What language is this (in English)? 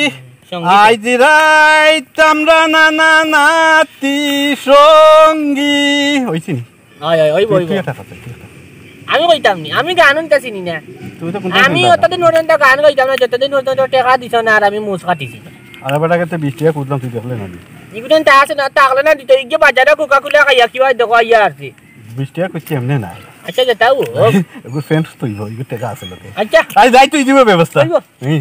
Sylheti